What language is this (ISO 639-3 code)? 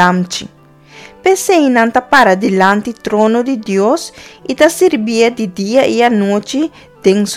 pap